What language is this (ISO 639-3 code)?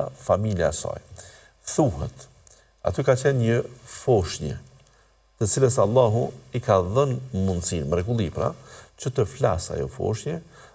sqi